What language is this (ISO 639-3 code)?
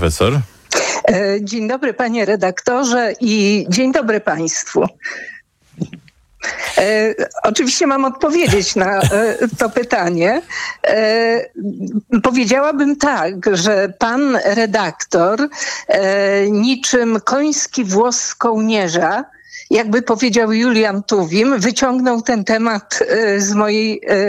pol